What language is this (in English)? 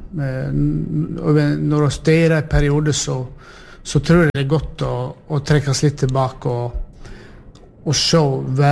Norwegian